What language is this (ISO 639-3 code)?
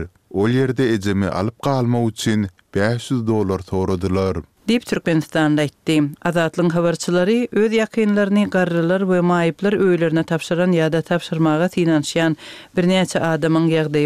tuk